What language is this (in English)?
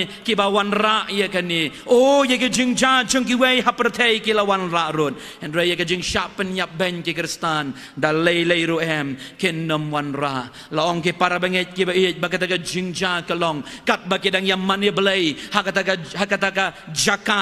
Khasi